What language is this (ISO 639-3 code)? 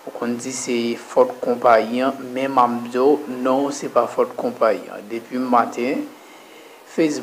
hat